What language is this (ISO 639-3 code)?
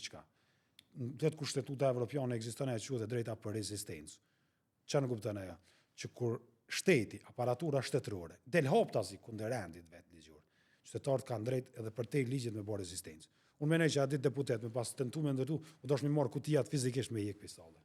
sqi